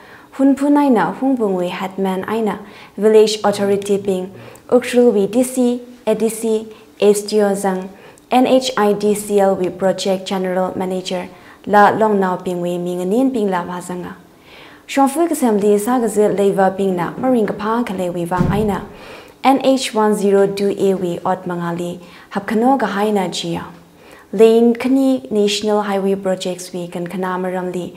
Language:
Tangkhul Naga (India)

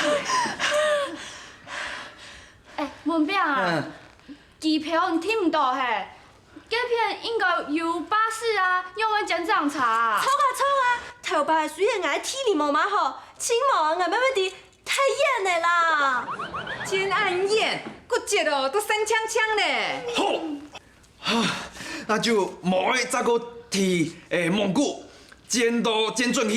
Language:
Hakka Chinese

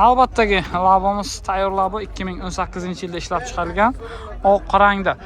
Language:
Uzbek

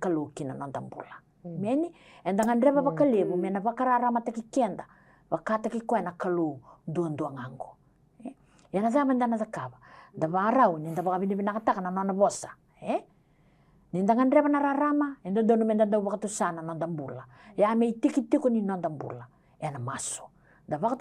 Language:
Fijian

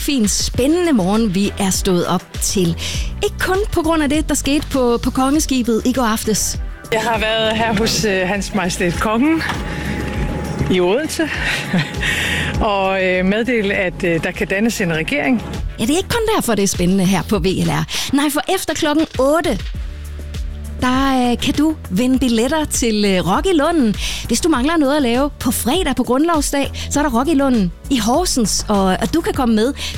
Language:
Danish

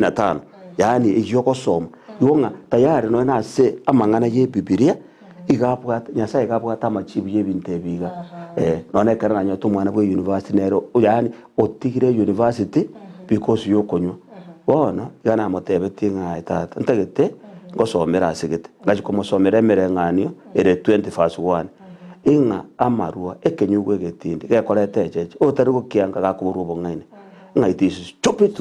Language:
Gusii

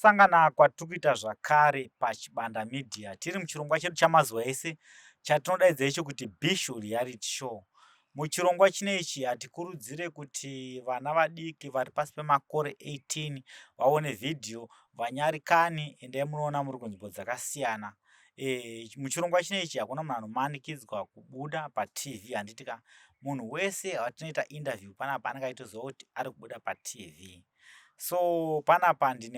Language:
Shona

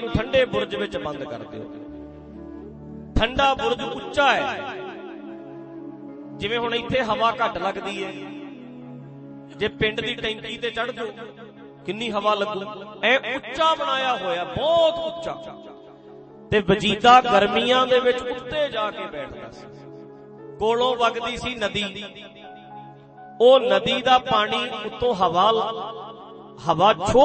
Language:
Punjabi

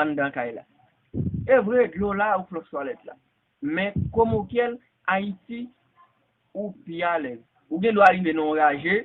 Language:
Haitian Creole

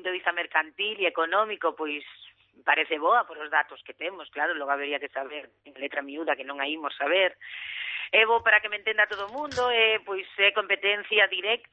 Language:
Galician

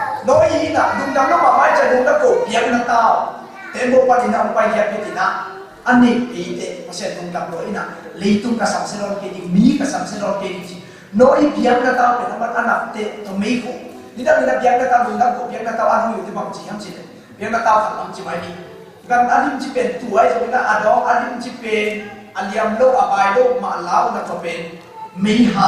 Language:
Tedim Chin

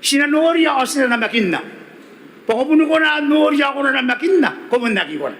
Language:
Gilbertese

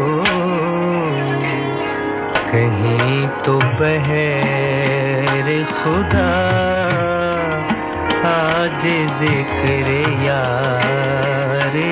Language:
Hindi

